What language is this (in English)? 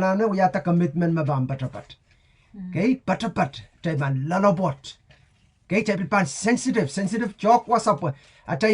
Pohnpeian